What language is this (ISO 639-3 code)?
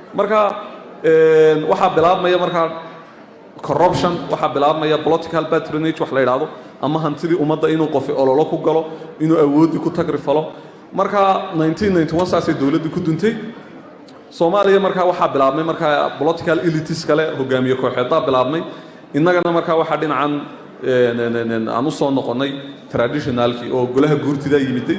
som